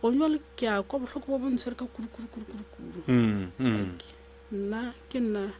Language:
Northern Sotho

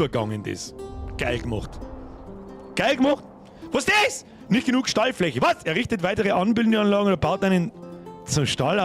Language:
Bavarian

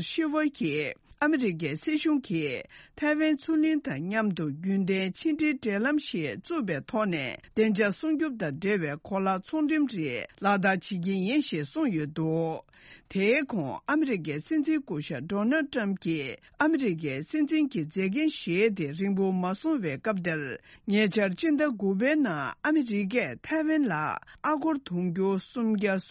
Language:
Tibetan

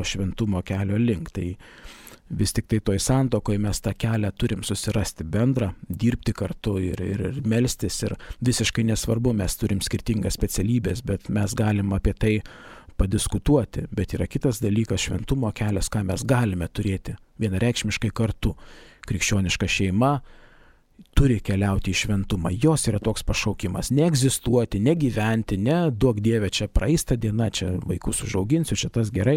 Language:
Lithuanian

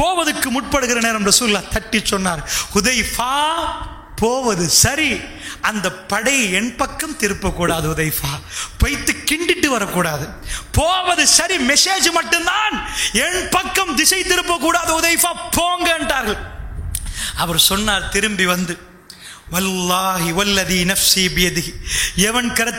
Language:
Tamil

